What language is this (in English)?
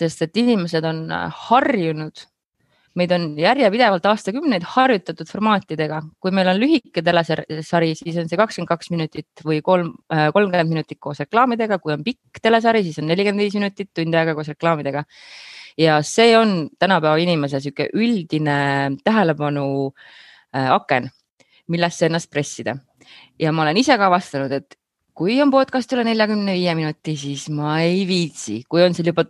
Estonian